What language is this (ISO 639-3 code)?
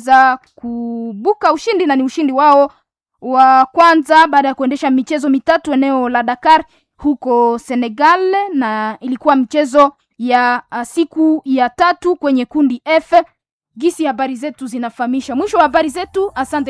swa